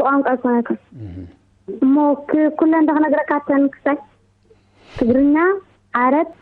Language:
Tigrinya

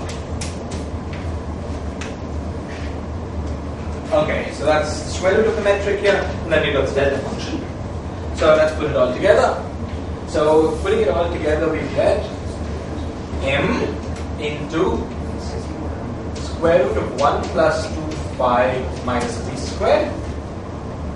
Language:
English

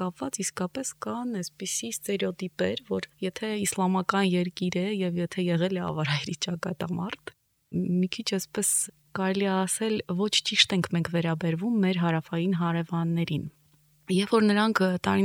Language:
Armenian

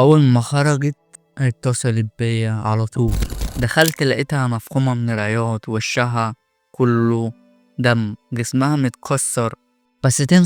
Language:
Egyptian Arabic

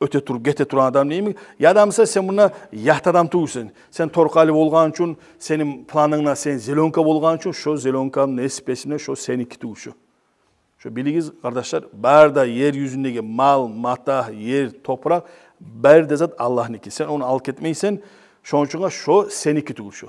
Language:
Kumyk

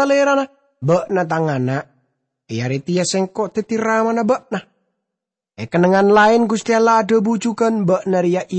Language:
Madurese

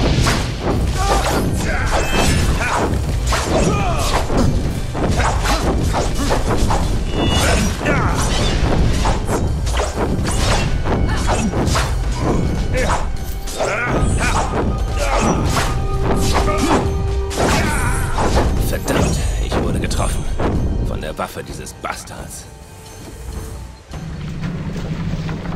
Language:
German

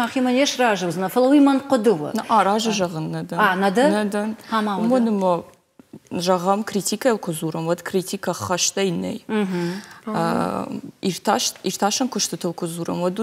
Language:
Ossetic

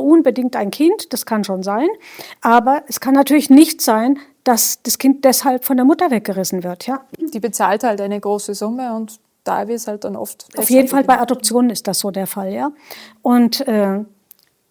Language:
German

